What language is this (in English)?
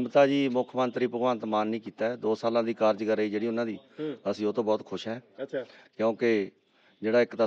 Punjabi